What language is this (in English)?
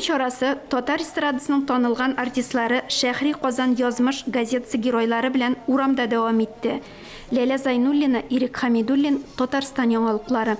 Tatar